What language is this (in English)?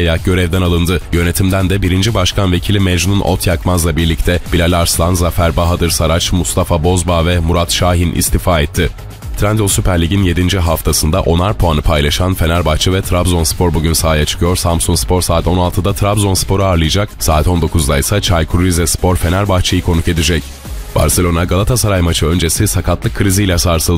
Turkish